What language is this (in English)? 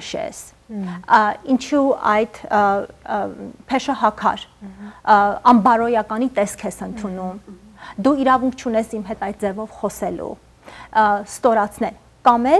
Armenian